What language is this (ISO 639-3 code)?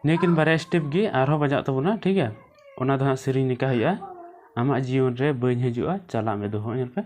sat